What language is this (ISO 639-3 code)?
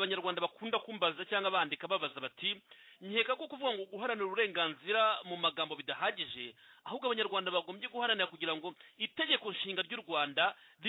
kin